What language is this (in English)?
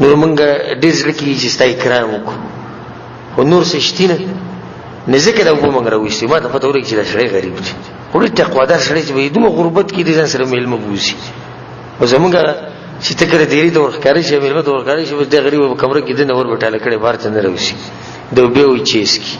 Pashto